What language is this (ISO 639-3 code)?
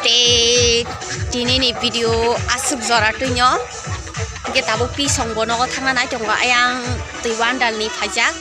trp